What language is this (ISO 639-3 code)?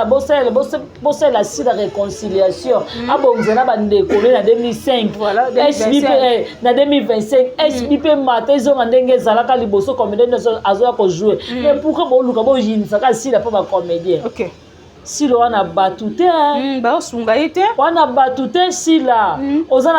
lin